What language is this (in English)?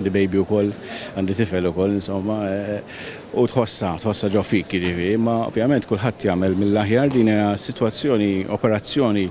Maltese